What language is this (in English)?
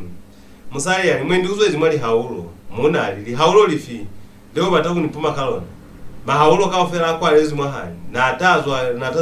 Lozi